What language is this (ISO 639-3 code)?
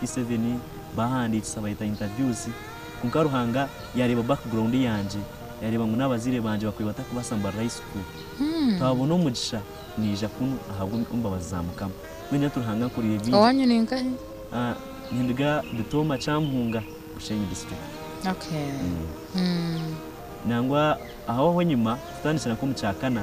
nyn